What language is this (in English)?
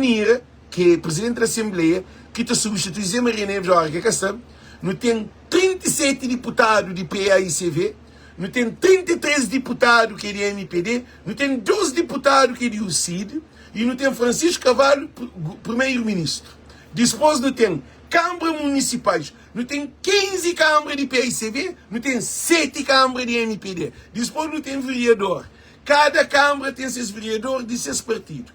Kabuverdianu